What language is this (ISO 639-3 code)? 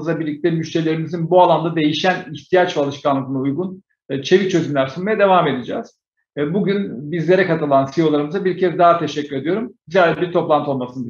tur